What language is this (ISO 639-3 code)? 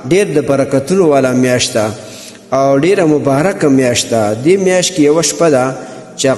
pus